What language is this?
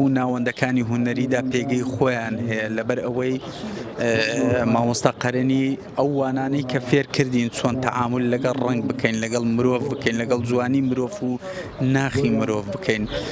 Central Kurdish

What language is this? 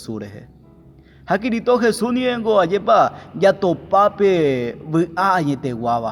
Guarani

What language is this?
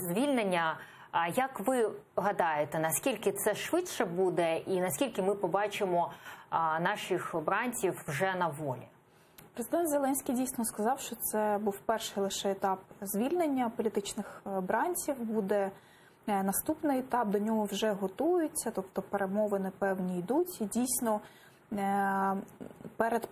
Ukrainian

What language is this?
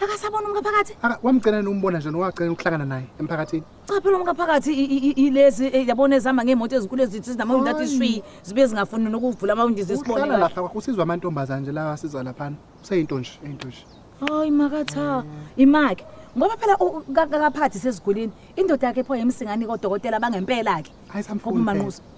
Zulu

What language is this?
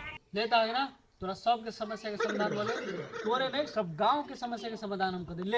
Maithili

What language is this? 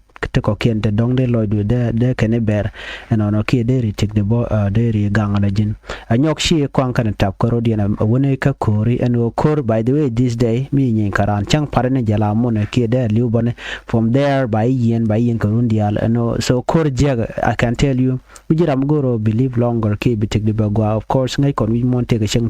Nuer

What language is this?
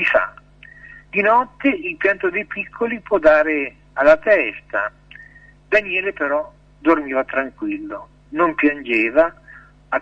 Italian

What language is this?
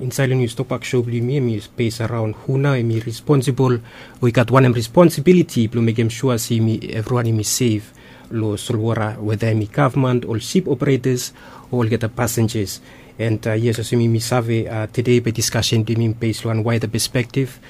Bislama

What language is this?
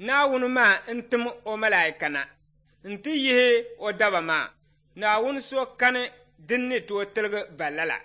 Dagbani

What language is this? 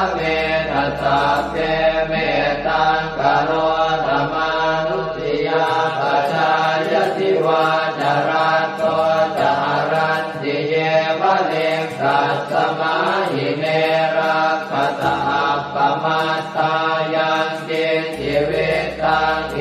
Pali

